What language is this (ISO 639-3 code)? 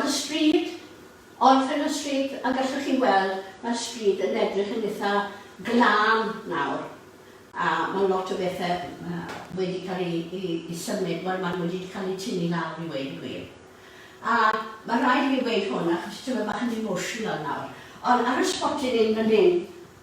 cym